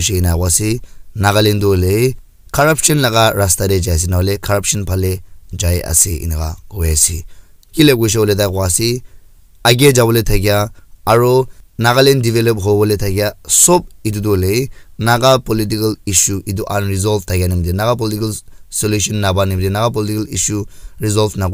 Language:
Naga Pidgin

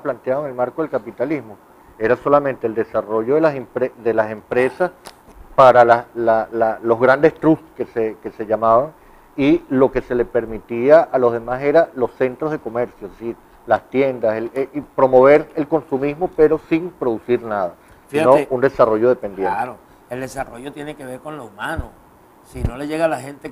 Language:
Spanish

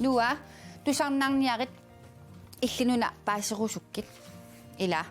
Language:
Kalaallisut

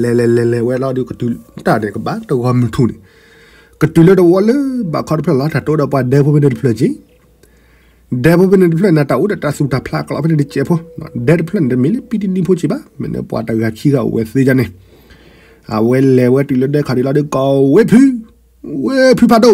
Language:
S'gaw Karen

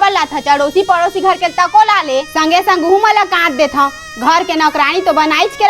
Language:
Chhattisgarhi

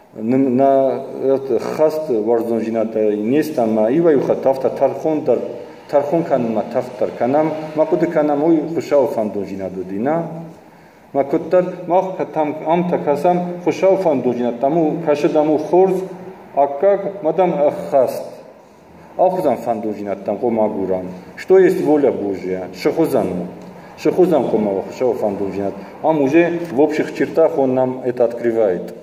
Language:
Ossetic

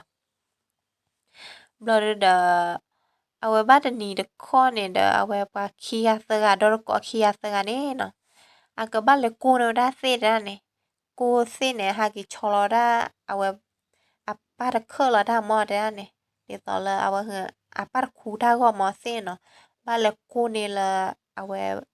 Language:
S'gaw Karen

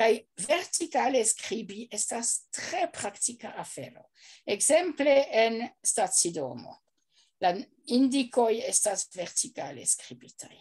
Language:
Esperanto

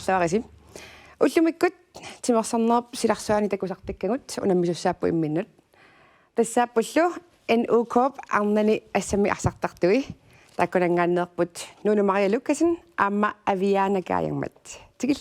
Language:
Kalaallisut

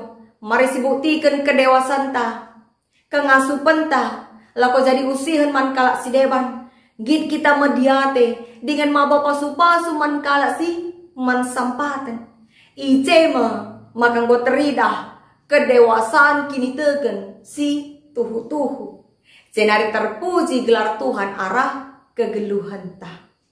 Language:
Batak Karo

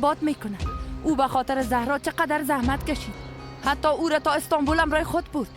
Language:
Persian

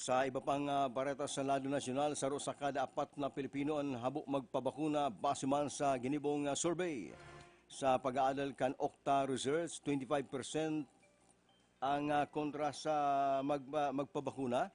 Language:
Bikol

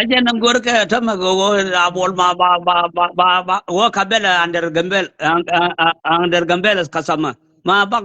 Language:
Nuer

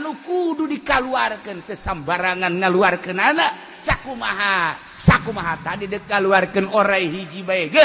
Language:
Sundanese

